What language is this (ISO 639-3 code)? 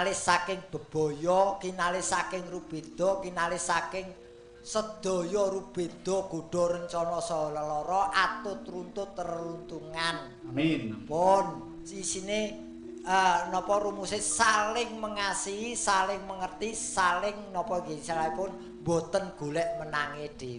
jav